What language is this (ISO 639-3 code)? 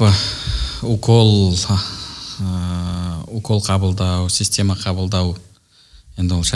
kaz